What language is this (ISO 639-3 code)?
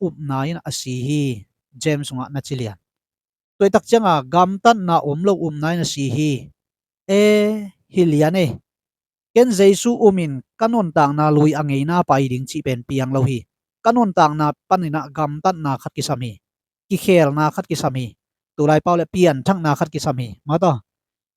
ctd